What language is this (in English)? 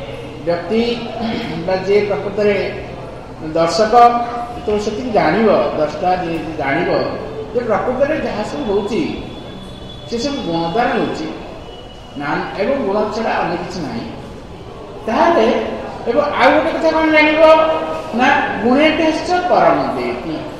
Odia